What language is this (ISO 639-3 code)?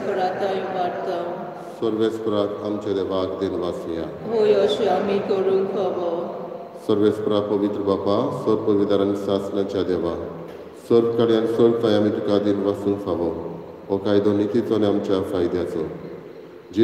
kok